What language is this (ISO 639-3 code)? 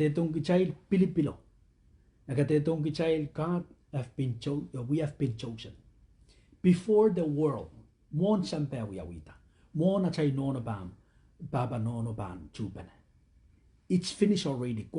pon